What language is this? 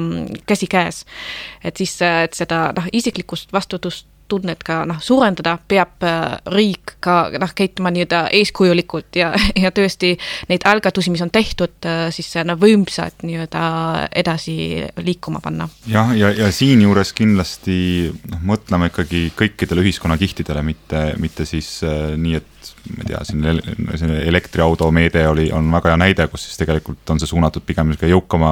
Estonian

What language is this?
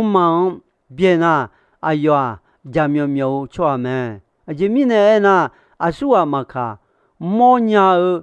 Akha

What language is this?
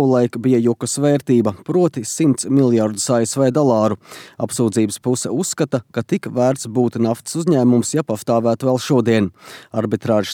Latvian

